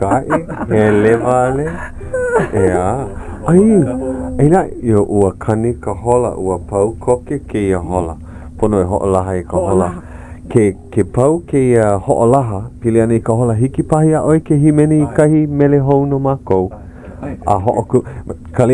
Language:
Hawaiian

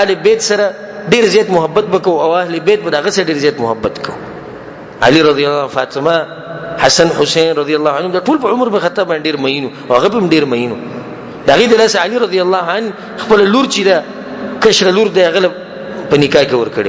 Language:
Pashto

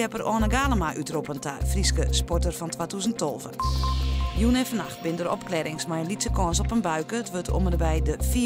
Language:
Western Frisian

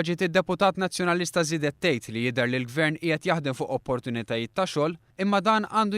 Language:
Maltese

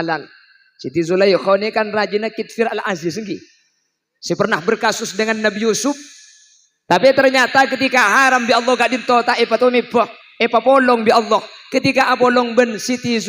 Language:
Madurese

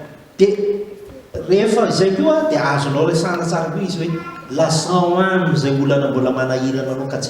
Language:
Malagasy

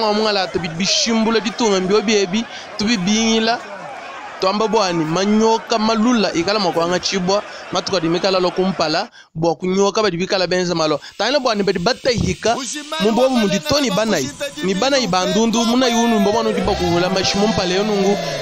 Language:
Luba-Lulua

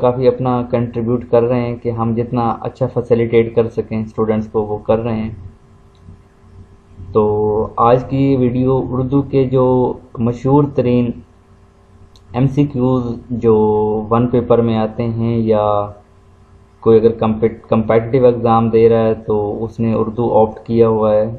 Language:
Urdu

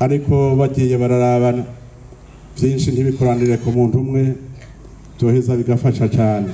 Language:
Rundi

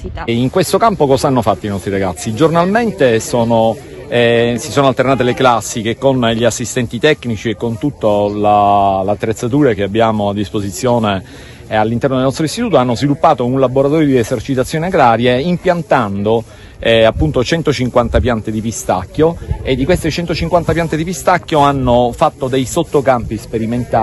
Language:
Italian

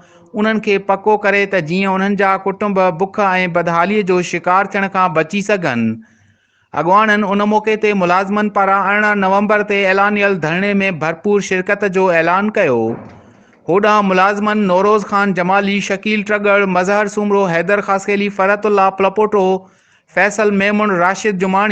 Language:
Sindhi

